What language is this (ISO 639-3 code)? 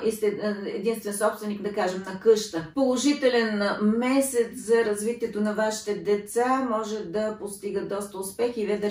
bul